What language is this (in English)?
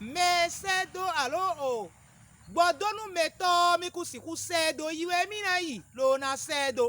Fon